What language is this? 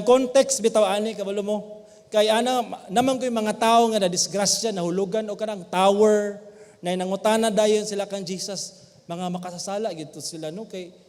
Cebuano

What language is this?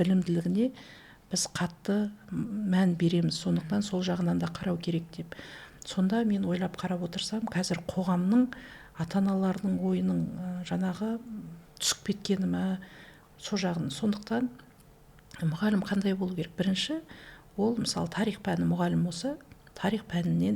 Kazakh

